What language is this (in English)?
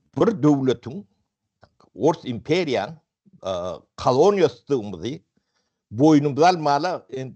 Turkmen